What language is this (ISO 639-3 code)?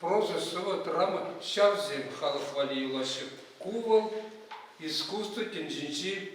chv